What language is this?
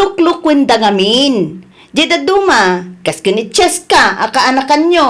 Iloko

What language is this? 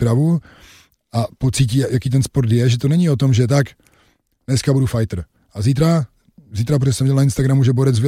Czech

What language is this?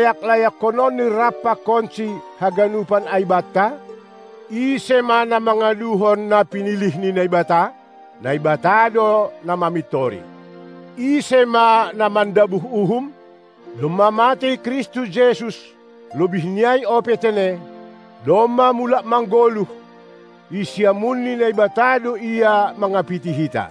Batak Simalungun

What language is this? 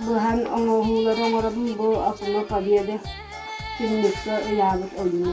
Yakut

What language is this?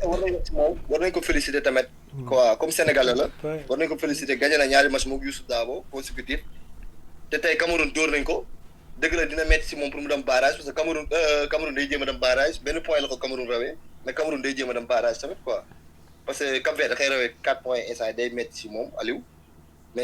Wolof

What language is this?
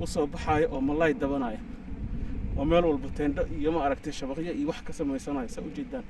Somali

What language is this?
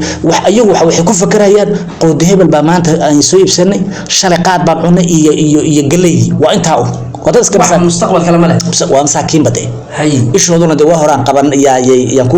Somali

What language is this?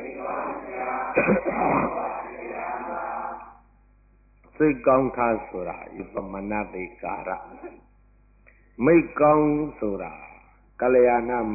Burmese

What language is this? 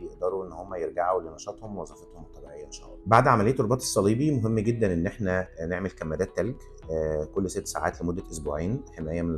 Egyptian Arabic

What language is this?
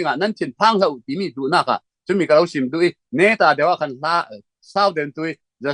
Falam Chin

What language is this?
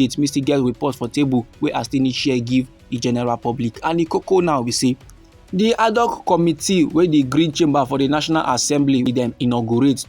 Nigerian Pidgin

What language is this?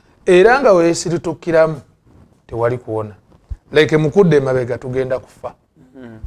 Ganda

